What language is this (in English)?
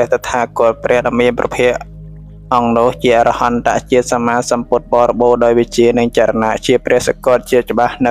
Khmer